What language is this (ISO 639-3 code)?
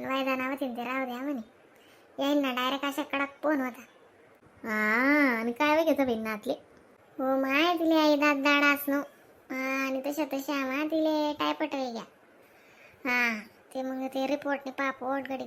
khn